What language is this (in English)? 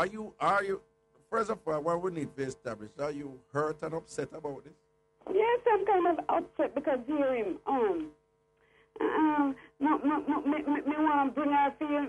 Jamaican Creole English